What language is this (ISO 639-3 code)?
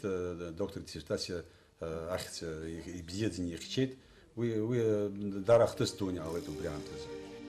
abk